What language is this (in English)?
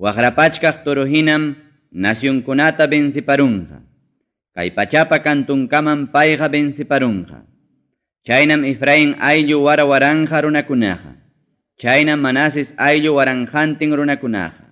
Ayacucho Quechua